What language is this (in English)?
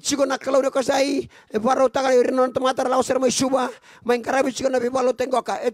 Fijian